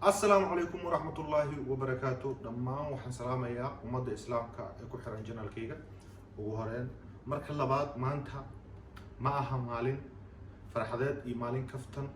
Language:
Somali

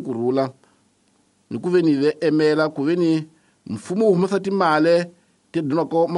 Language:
Tsonga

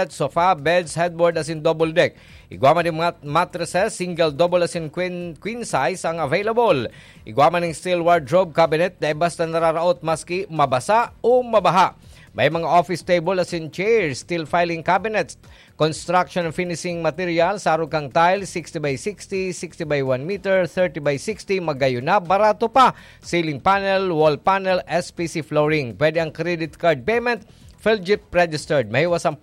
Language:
Bikol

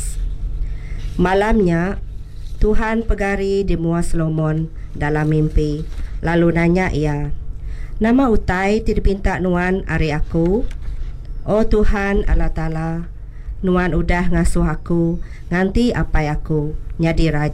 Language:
Iban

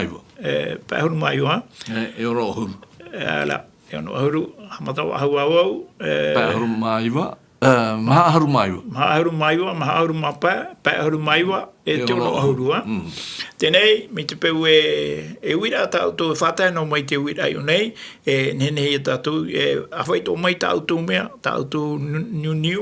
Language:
Tahitian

